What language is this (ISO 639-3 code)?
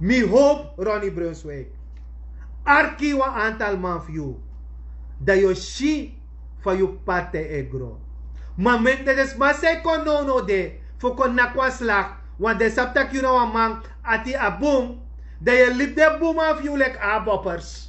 srn